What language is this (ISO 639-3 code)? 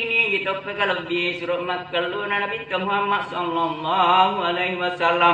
bug